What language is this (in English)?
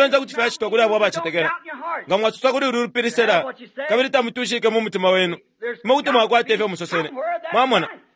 Bemba